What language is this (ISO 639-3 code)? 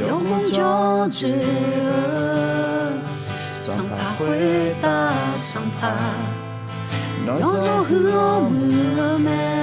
ahk